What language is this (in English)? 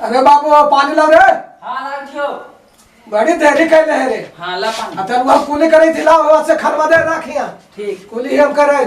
Magahi